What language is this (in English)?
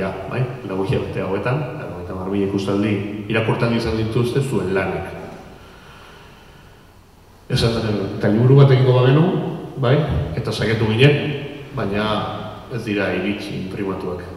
Basque